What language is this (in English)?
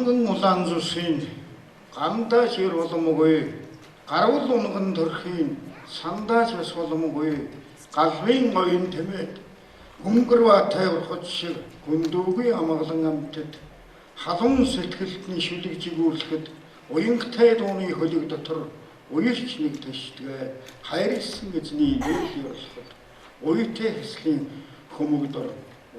Mongolian